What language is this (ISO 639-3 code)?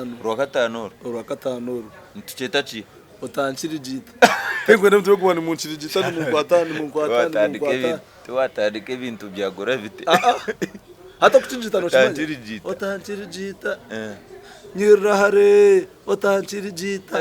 nyn